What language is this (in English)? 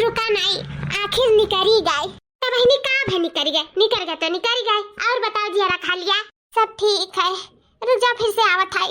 Awadhi